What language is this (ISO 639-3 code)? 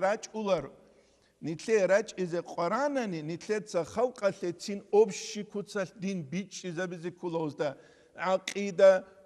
ava